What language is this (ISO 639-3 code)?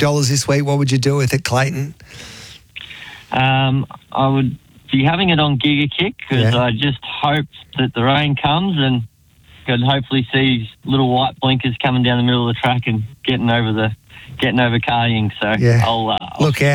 eng